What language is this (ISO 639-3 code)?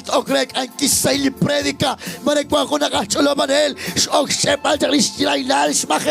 kek